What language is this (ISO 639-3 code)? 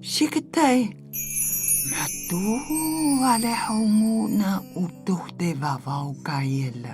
tay